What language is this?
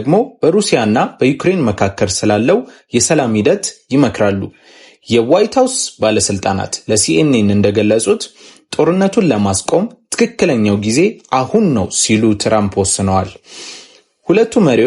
Amharic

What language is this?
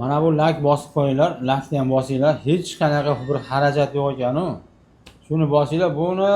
Uzbek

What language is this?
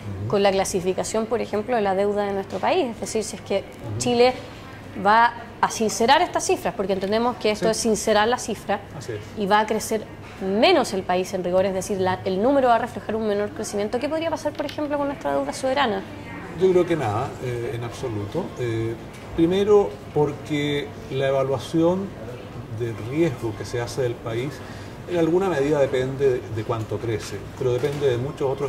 Spanish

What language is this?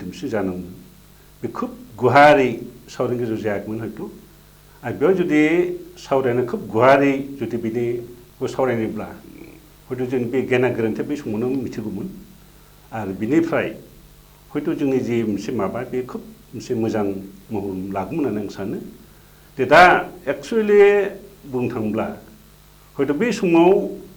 Bodo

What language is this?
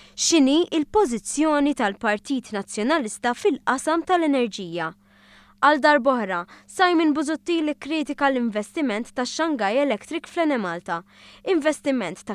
Maltese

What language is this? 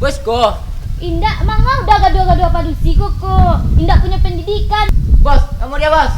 Minangkabau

